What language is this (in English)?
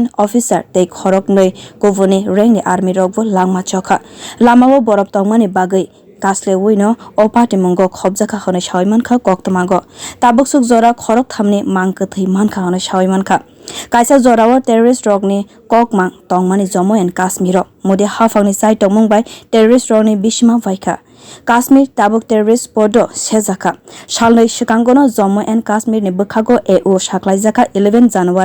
Kok Borok